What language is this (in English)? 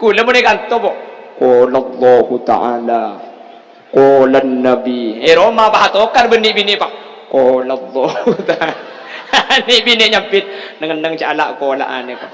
Madurese